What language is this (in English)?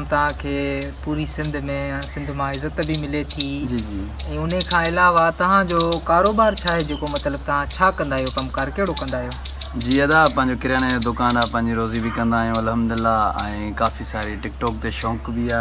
Sindhi